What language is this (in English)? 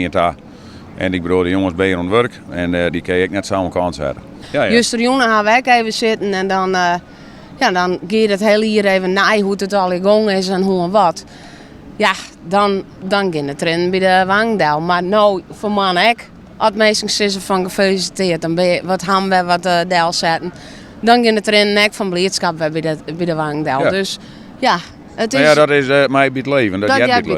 Western Frisian